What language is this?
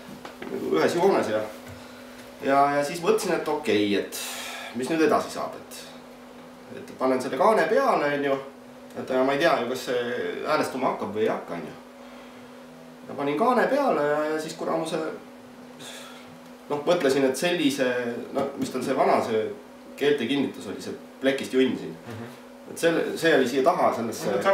Estonian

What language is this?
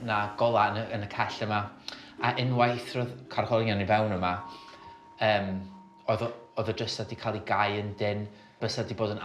Welsh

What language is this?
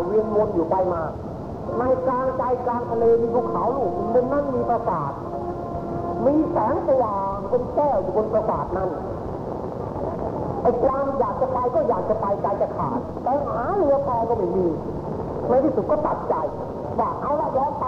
Thai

